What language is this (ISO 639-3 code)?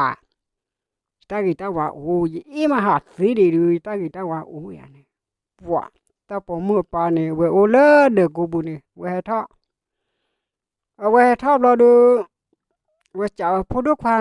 ksw